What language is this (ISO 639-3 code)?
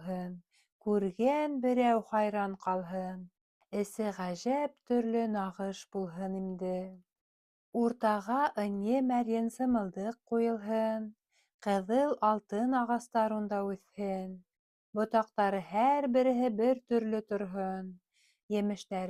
bak